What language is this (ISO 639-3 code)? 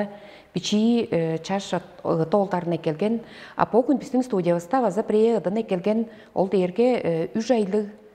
tyv